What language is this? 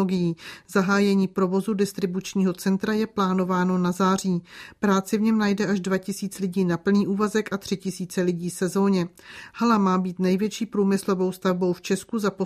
Czech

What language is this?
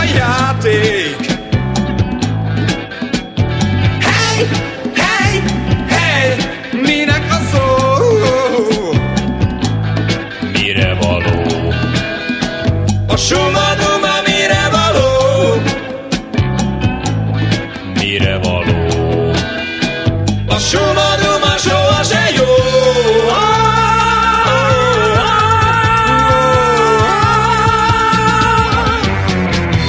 Hungarian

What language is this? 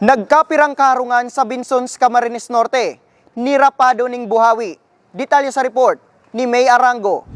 Bikol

